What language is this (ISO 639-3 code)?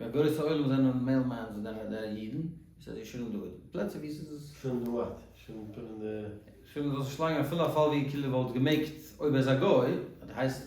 yid